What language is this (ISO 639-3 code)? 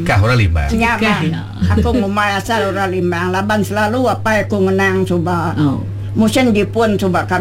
iba